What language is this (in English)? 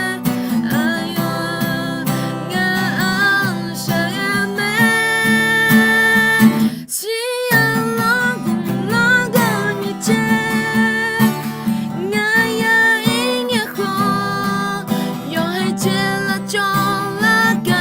Akha